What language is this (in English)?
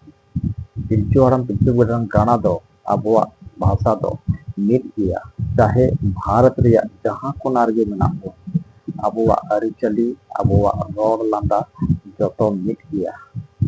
Santali